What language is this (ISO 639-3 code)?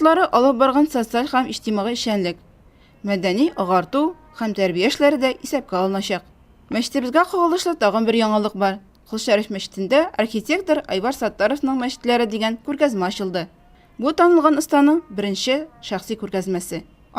tat